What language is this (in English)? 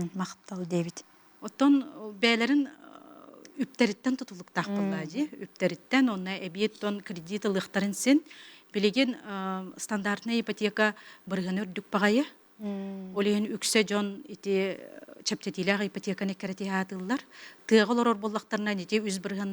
Yakut